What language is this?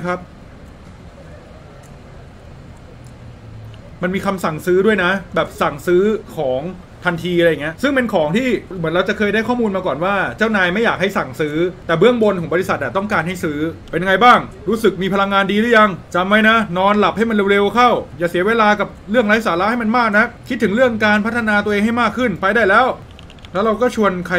Thai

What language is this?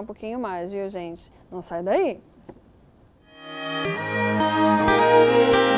Portuguese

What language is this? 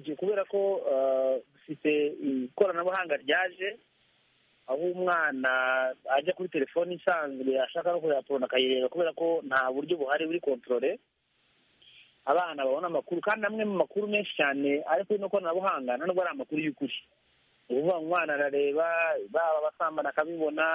Kinyarwanda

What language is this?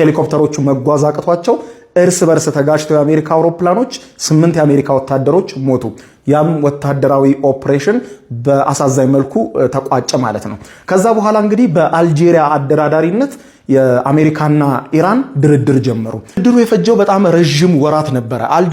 Amharic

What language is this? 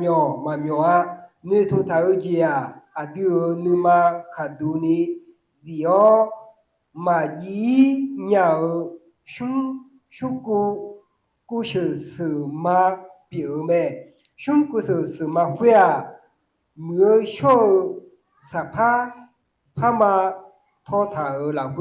Akha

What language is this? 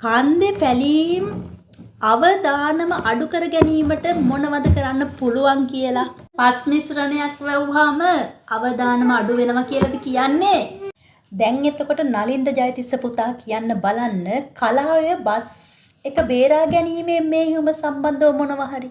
Sinhala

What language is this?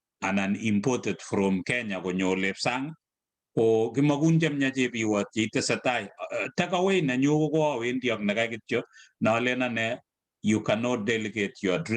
Kalenjin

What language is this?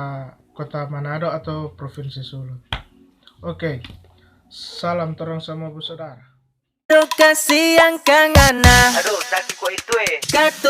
Manado Malay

